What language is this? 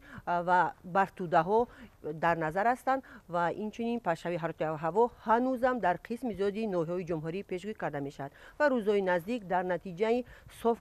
Tajik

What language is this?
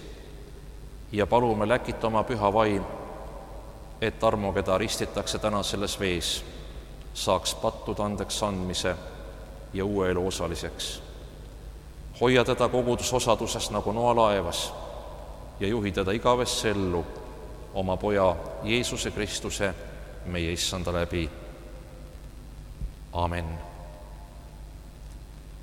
Estonian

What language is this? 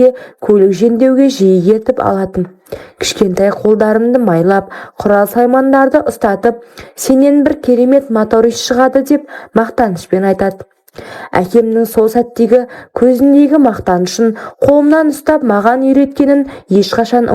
Kazakh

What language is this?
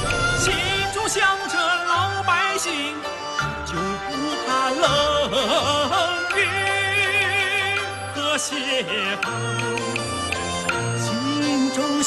Chinese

